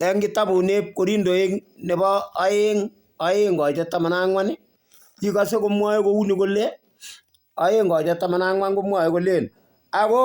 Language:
Kalenjin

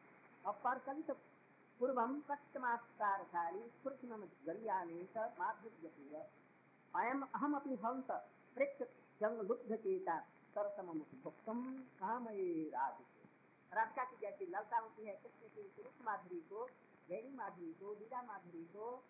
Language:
Hindi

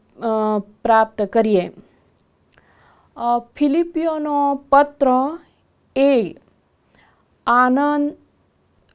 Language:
Gujarati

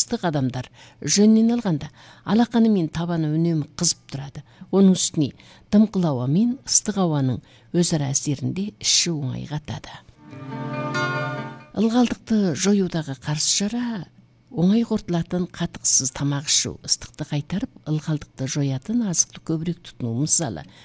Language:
Kazakh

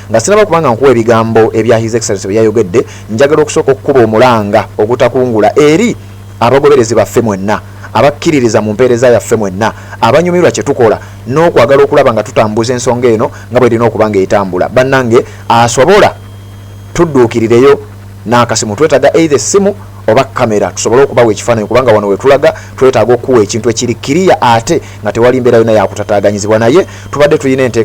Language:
Ganda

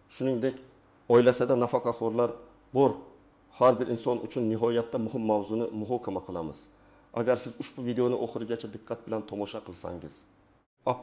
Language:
Uzbek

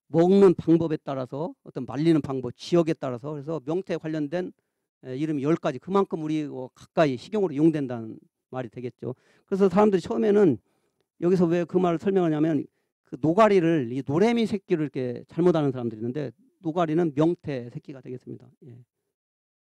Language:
Korean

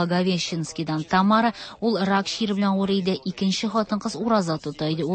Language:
Tatar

